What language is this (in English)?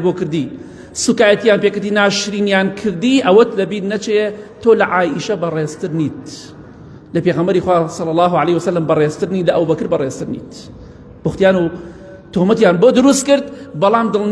Central Kurdish